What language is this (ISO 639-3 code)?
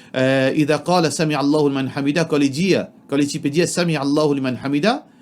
mfe